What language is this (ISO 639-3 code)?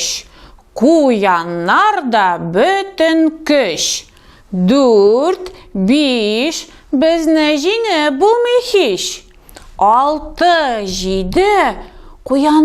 tat